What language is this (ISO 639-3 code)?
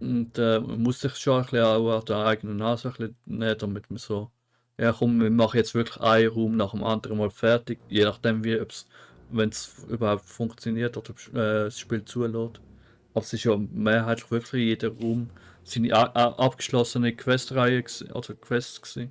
gsw